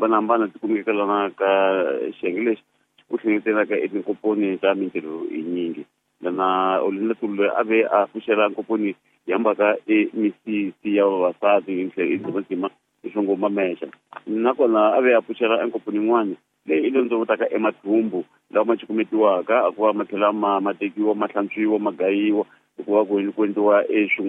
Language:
Tsonga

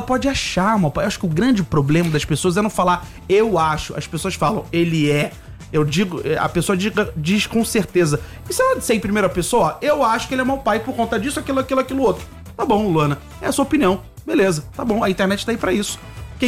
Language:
Portuguese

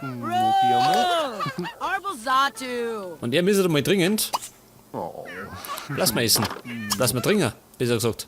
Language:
Bavarian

